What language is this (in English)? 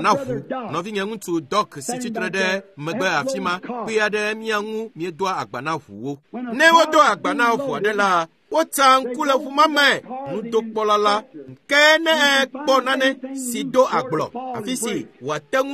Ewe